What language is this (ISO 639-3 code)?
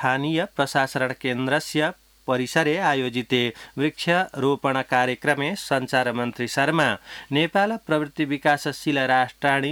san